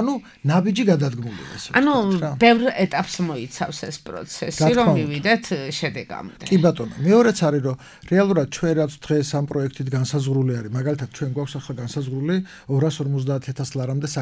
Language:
Georgian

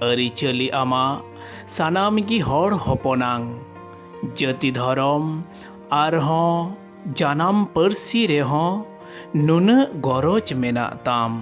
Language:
Santali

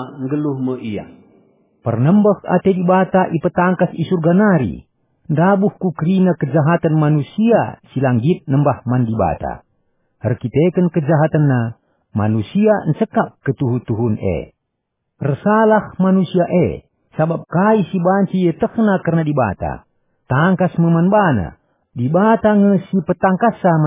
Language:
Batak Karo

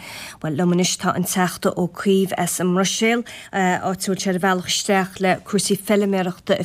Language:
Irish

